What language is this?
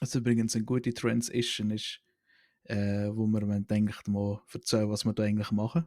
Swiss German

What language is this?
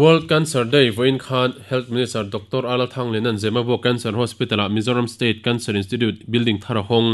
Mizo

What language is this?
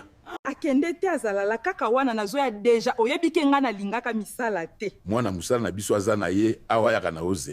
Lingala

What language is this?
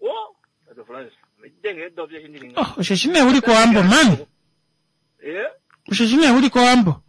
Kuanyama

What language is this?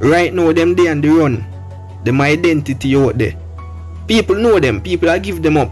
Jamaican Creole English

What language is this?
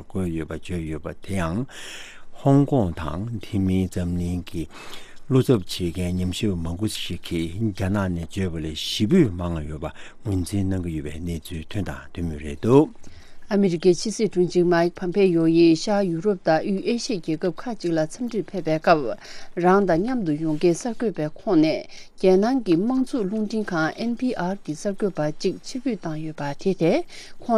Tibetan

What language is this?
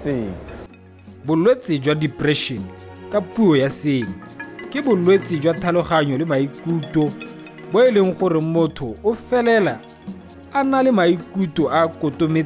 Tswana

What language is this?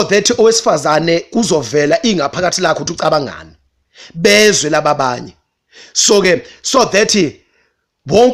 Zulu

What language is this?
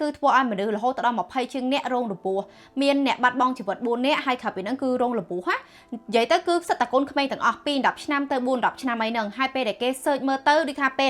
Khmer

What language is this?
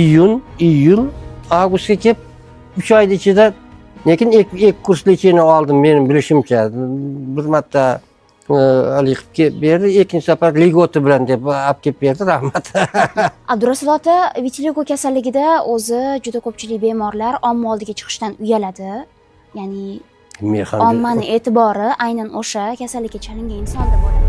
Uzbek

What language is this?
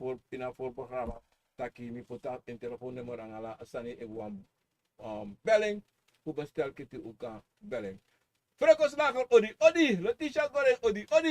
Sranan Tongo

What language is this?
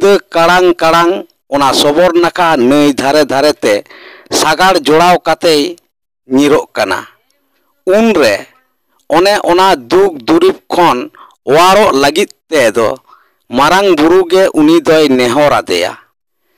Santali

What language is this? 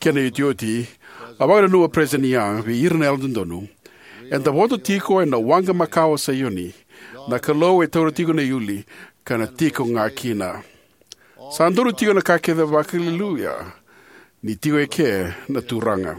Fijian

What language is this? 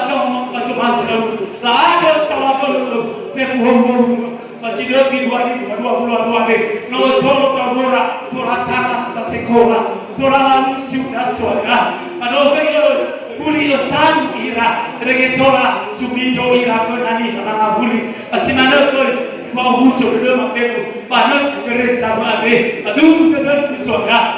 Nias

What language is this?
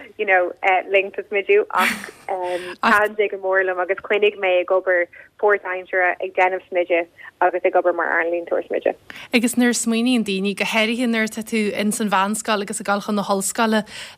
Irish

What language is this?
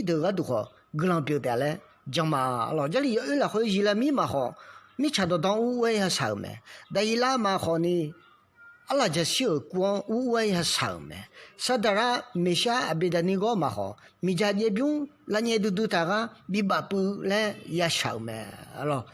Akha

